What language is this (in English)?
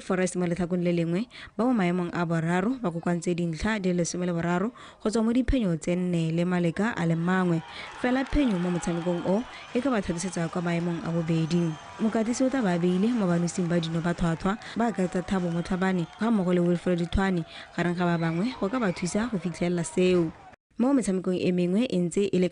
Tswana